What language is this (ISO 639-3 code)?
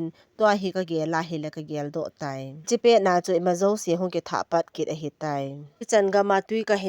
tcz